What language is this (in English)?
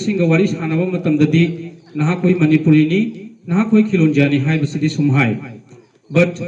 Manipuri